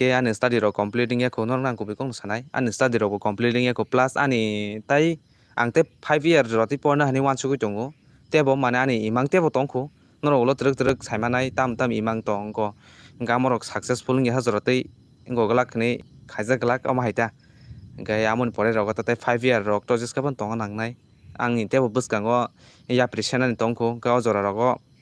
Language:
Kok Borok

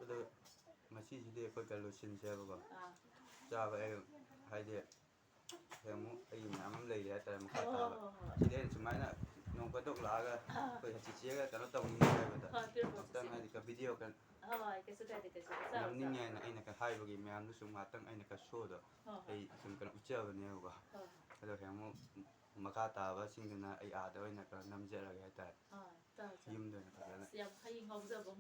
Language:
Manipuri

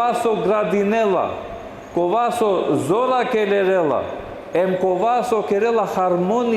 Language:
Balkan Romani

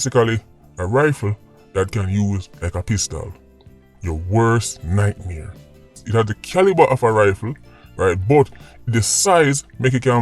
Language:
Jamaican Creole English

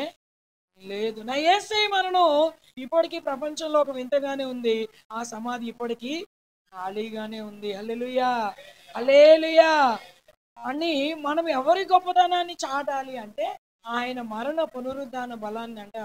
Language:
Telugu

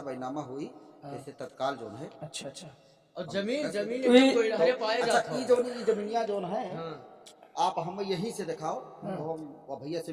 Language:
Awadhi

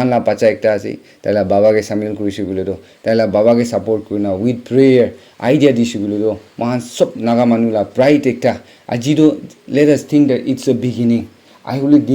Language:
Naga Pidgin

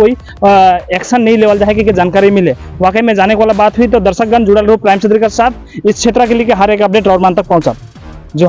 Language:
Sadri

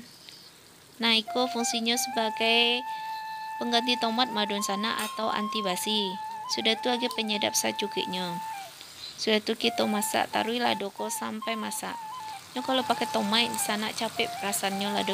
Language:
Minangkabau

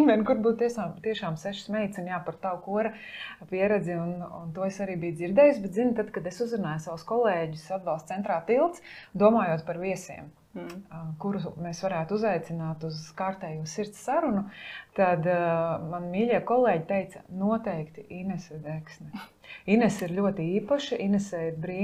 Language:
Latvian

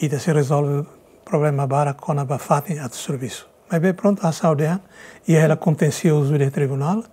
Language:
Tetum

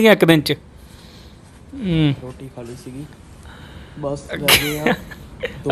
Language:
Punjabi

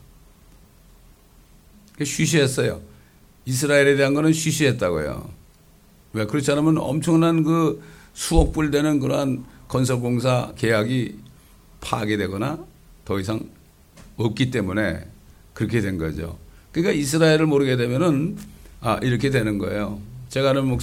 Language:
Korean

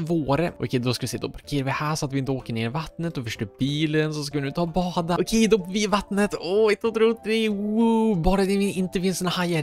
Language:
Swedish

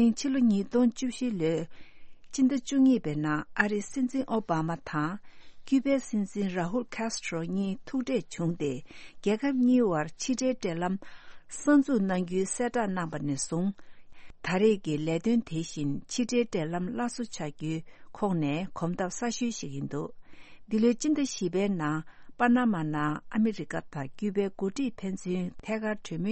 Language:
Tibetan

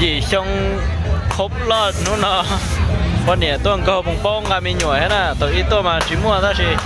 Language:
Hmong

